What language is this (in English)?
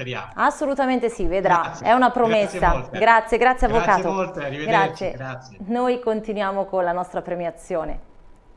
Italian